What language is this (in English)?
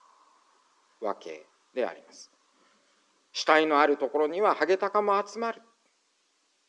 Japanese